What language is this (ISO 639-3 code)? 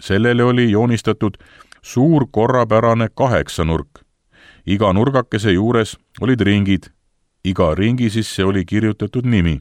est